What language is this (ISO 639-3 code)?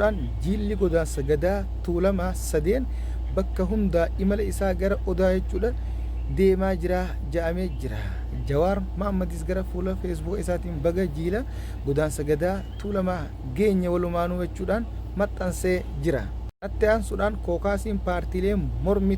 orm